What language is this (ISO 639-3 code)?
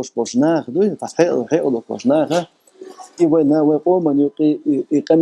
che